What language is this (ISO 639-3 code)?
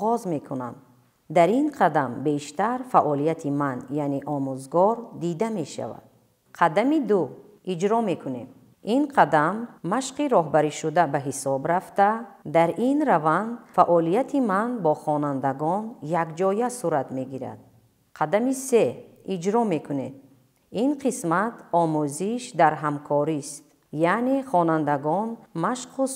tgk